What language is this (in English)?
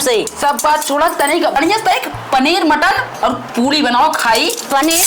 Awadhi